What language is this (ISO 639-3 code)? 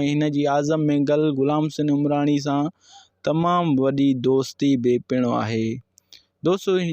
snd